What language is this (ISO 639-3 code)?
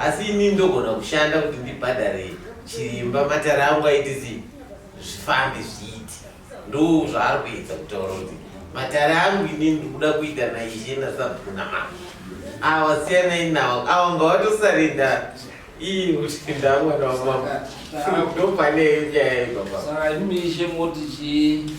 sna